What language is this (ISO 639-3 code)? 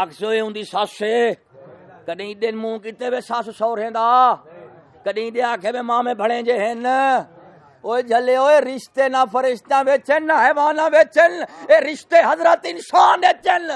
skr